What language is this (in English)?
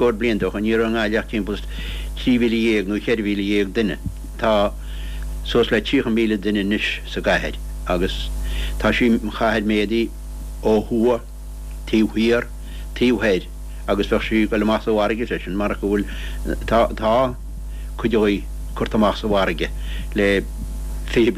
Irish